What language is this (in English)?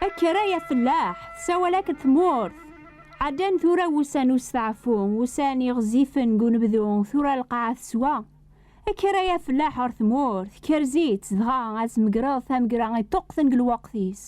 Kabyle